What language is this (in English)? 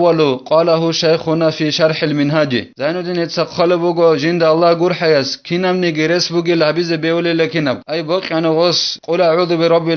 Avaric